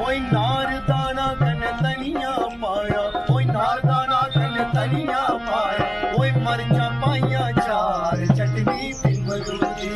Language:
Dogri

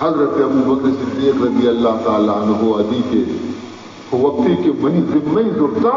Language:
Baluchi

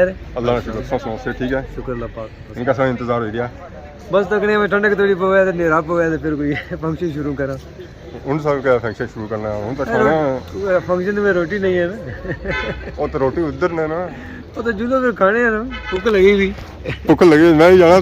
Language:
Pahari-Potwari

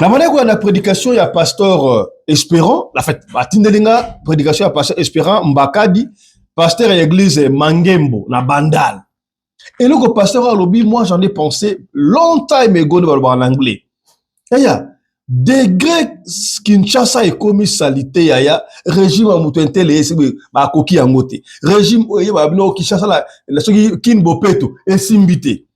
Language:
Lingala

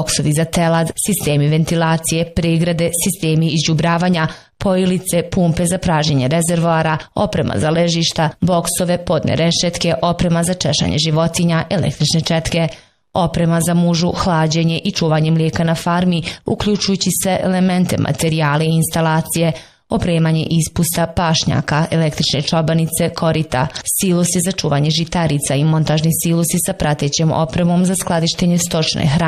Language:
Bosnian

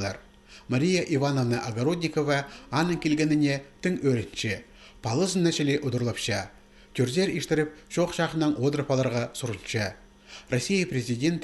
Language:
Khakas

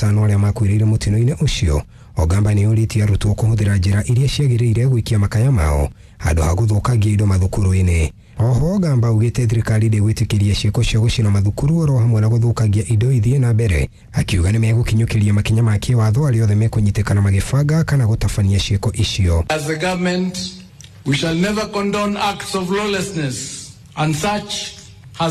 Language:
Kikuyu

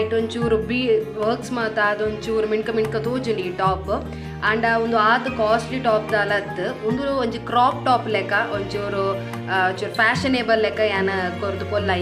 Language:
Tulu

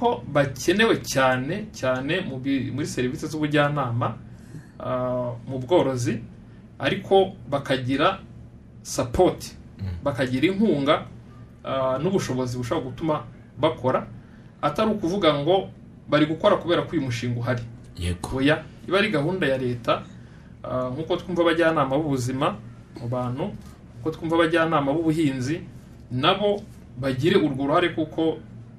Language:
Kinyarwanda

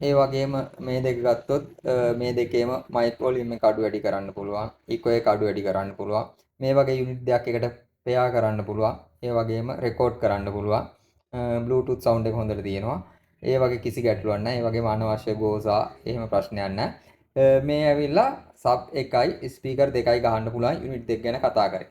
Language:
Sinhala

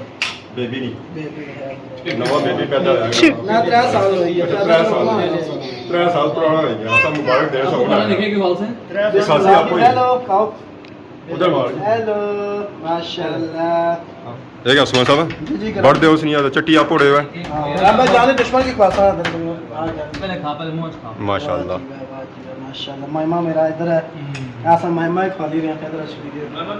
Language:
Pahari-Potwari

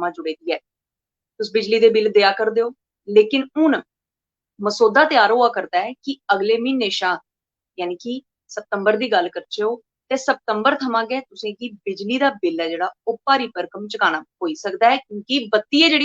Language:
Dogri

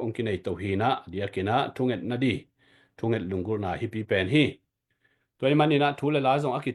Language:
Tedim Chin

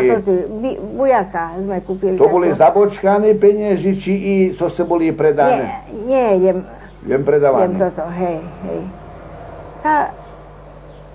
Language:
Slovak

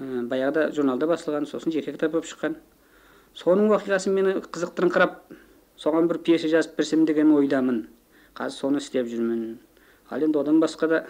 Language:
Kazakh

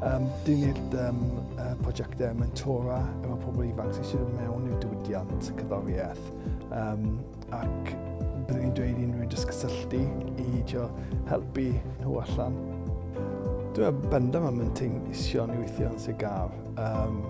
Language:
Welsh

